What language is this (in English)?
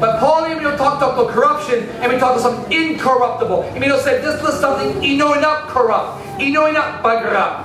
Tok Pisin